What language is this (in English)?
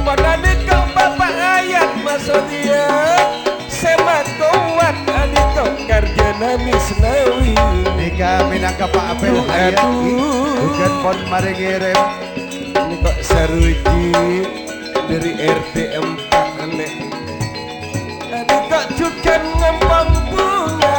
Madurese